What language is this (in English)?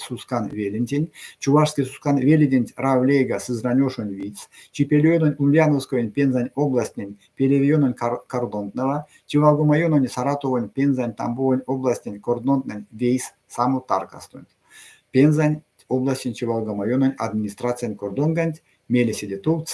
Erzya